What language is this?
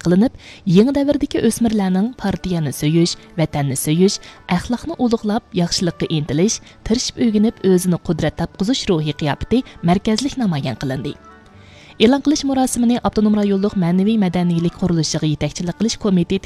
Uyghur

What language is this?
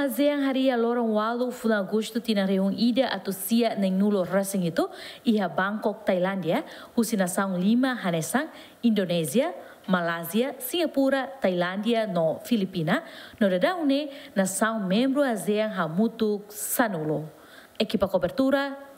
Tetum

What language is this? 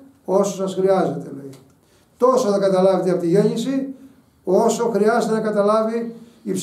Greek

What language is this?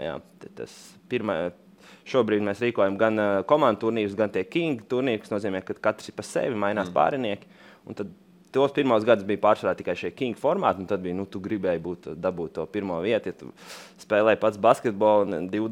Latvian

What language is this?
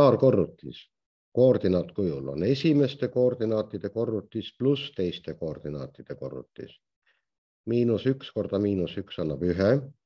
Estonian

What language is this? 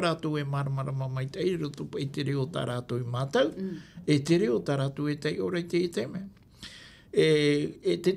Tahitian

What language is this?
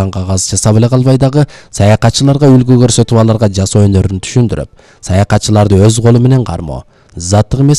Kyrgyz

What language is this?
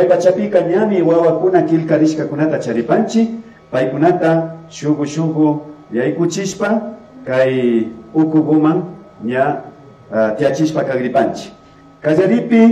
Imbabura Highland Quichua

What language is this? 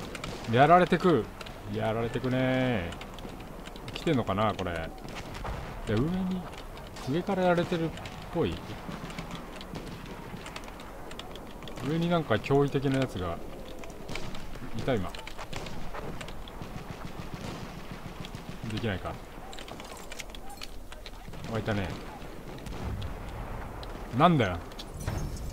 Japanese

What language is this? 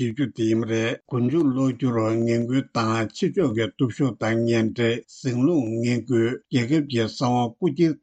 Tibetan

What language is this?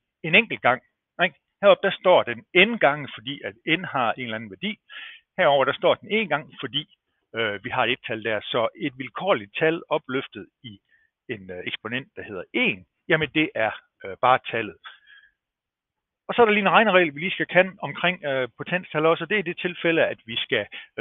Danish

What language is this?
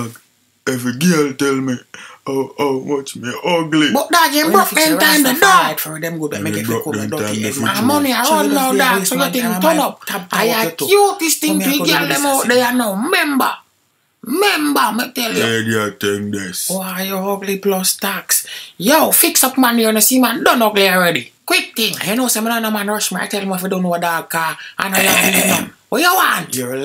Jamaican Creole English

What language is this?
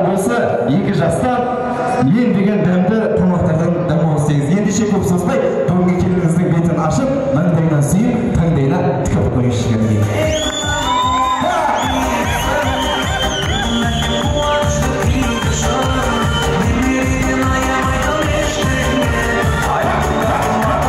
Kazakh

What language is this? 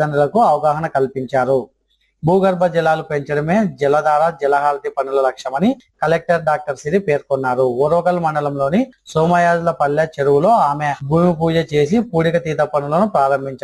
Telugu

